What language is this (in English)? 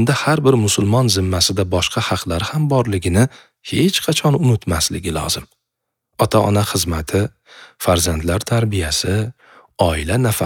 Uzbek